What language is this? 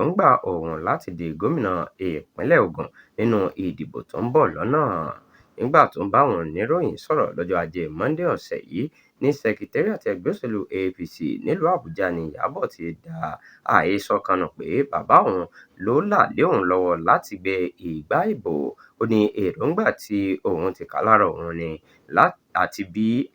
Yoruba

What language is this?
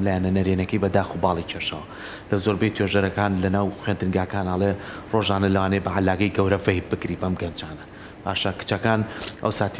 Central Kurdish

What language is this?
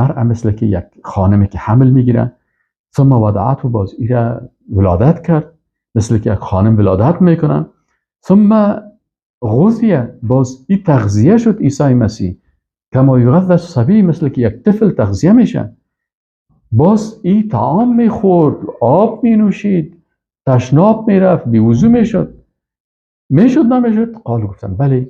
Persian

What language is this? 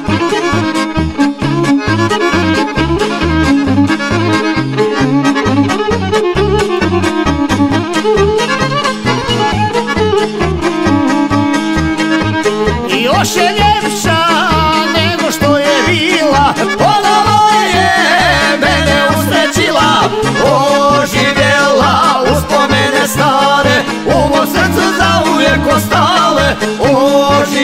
Croatian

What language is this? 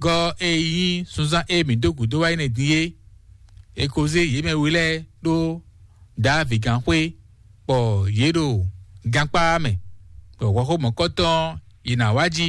Fon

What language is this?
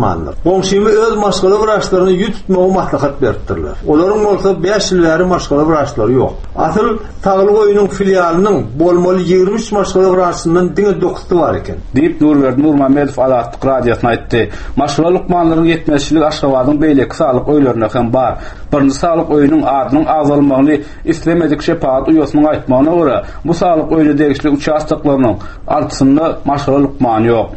Turkmen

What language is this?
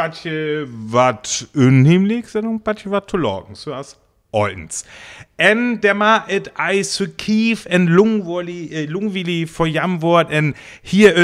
Northern Frisian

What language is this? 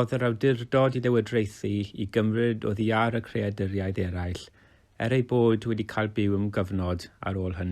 Welsh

